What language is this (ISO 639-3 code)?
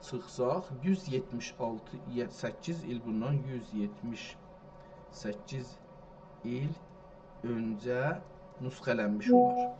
azb